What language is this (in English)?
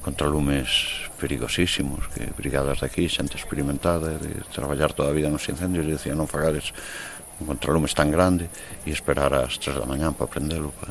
Galician